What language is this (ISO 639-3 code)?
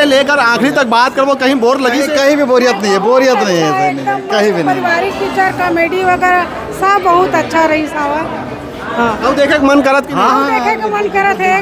hne